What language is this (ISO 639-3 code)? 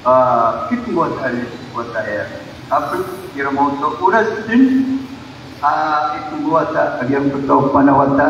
mrw